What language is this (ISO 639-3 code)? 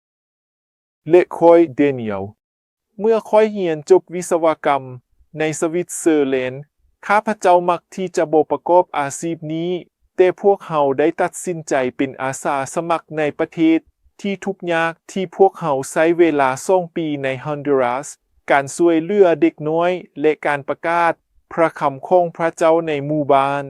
lao